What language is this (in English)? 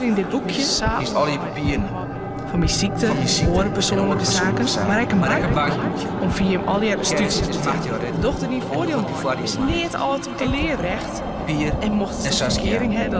Western Frisian